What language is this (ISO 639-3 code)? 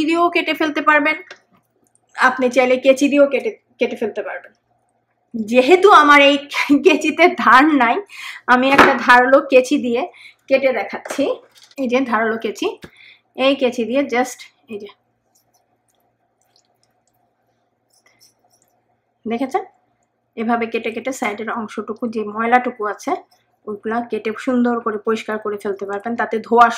ben